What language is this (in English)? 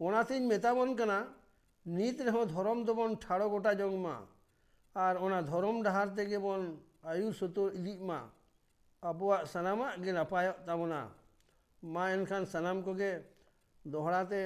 Santali